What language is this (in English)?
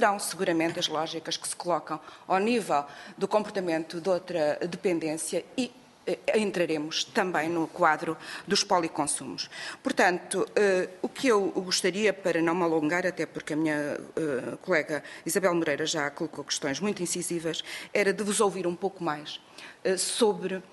Portuguese